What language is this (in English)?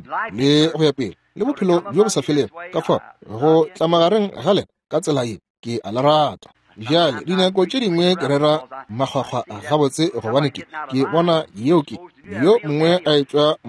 Northern Sotho